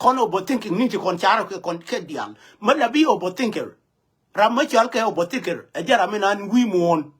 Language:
Nuer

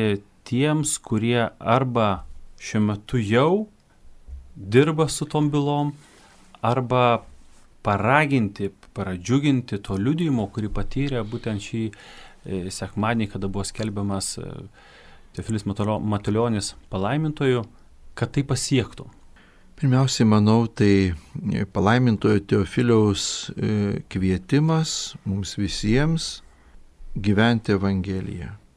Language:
Lithuanian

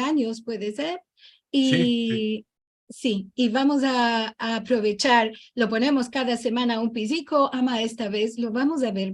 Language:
Ladino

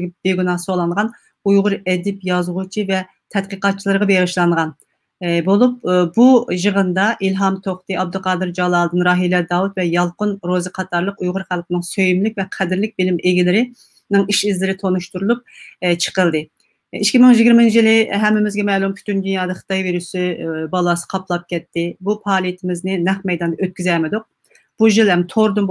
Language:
Uyghur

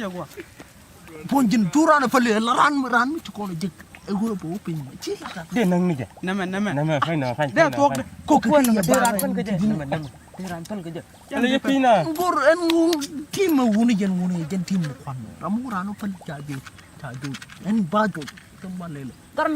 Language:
Nuer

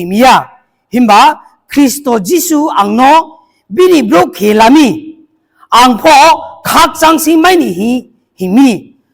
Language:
Riang (India)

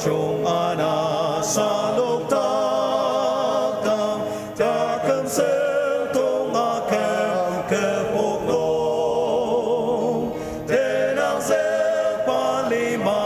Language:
Ao Naga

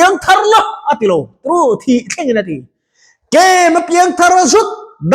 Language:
Mizo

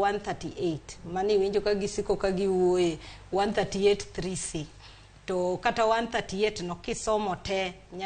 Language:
Luo (Kenya and Tanzania)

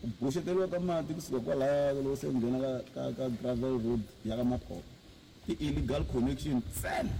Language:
Tsonga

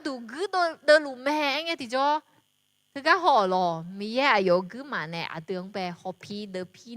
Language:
Akha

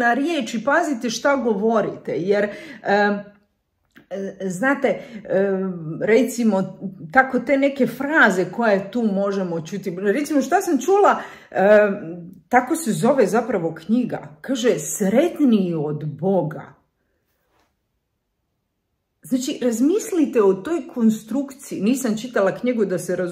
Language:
Croatian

